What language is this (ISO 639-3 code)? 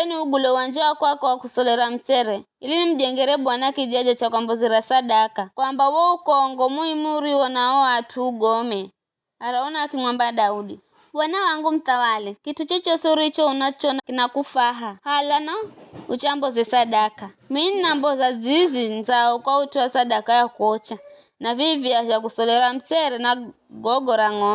nyf